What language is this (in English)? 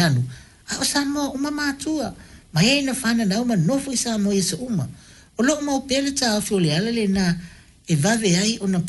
Samoan